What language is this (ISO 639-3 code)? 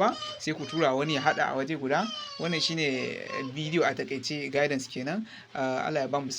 hau